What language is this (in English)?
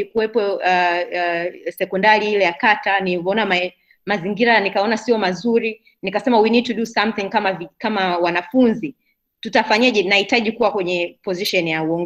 Swahili